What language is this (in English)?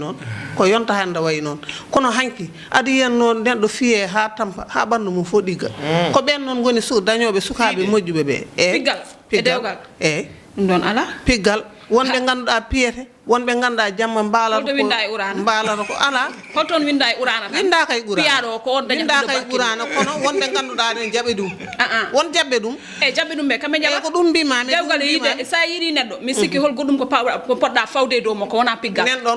Fula